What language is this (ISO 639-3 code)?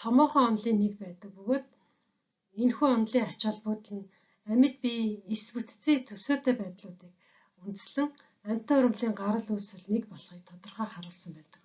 mon